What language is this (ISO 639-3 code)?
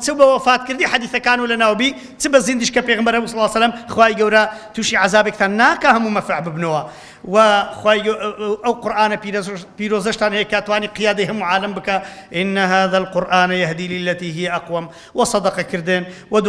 ckb